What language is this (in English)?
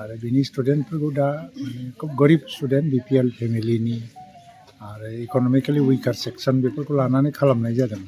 Bodo